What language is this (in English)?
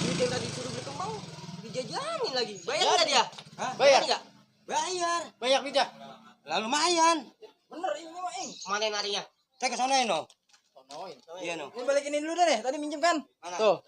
Betawi